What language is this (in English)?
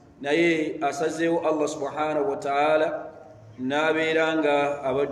Ganda